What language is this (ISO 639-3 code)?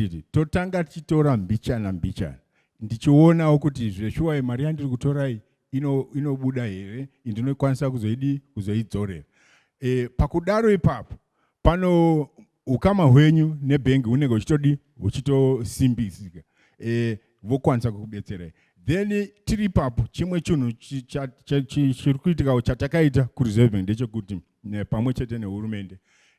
sna